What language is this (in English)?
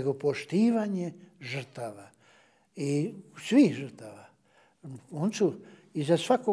Bosnian